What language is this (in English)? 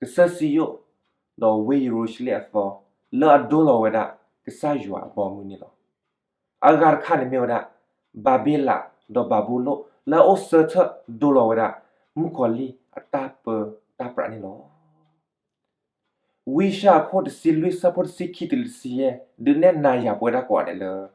S'gaw Karen